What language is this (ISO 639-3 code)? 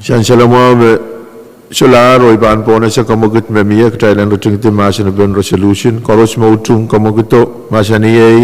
pon